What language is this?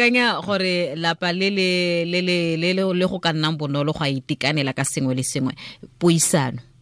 Tswana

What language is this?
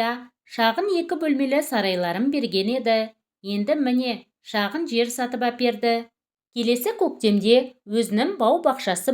Kazakh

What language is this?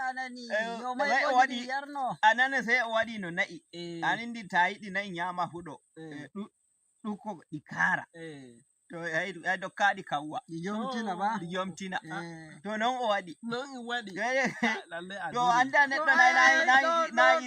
Nigerian Fulfulde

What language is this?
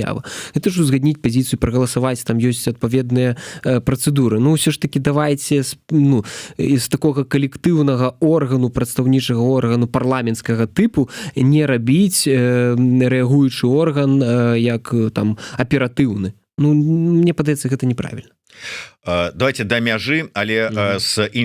Belarusian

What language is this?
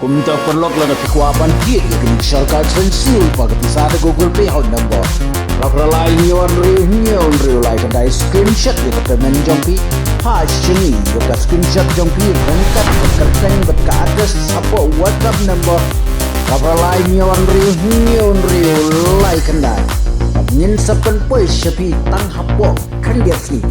Khasi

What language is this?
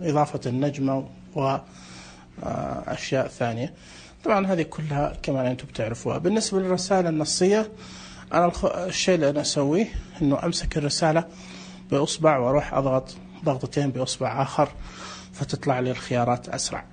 Najdi Arabic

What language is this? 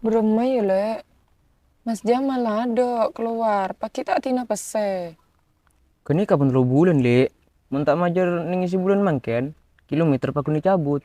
Madurese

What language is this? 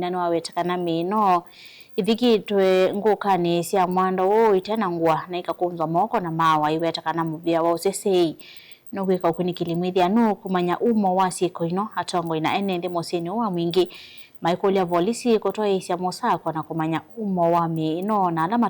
Kamba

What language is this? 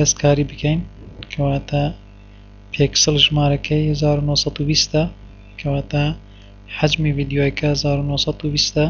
Central Kurdish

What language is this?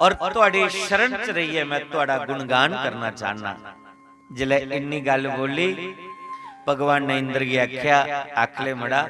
Dogri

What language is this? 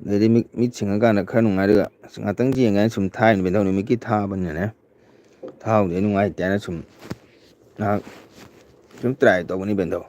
Manipuri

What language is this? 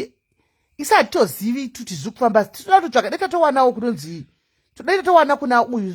Shona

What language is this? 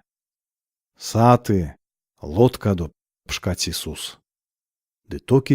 Erzya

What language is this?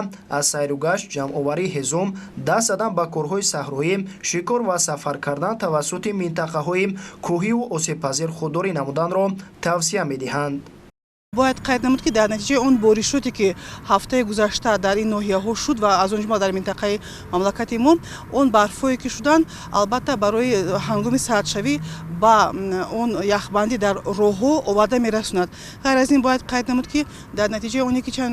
Tajik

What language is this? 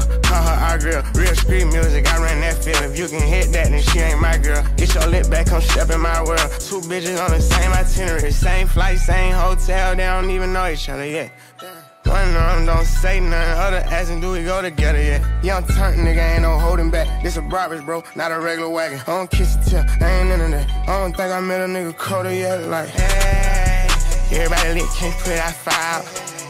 English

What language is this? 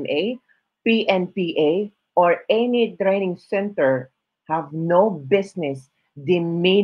Filipino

